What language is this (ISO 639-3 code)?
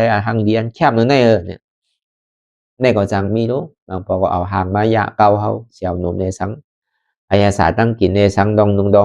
shn